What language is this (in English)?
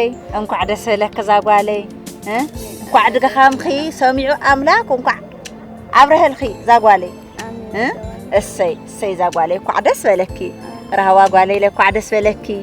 Tigrinya